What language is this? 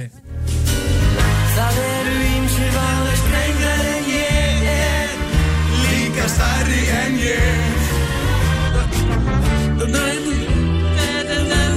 Icelandic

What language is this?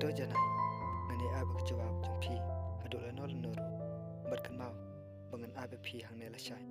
Khasi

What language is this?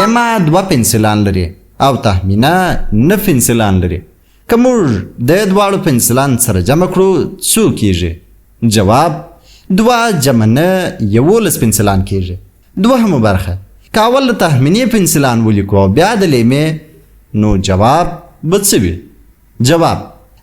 Pashto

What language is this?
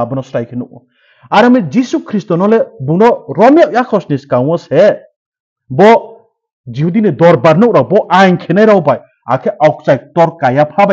Riang (India)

